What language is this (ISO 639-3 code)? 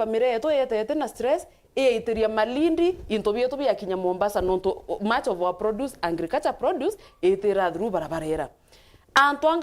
mer